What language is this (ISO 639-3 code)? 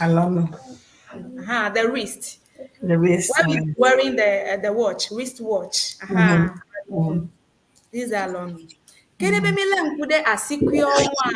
ewe